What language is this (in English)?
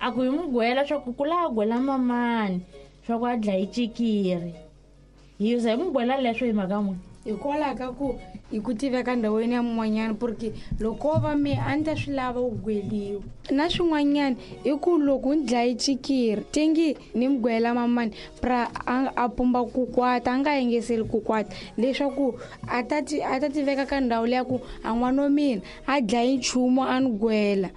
Tsonga